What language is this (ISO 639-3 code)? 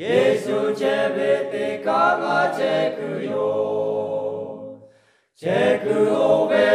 lhu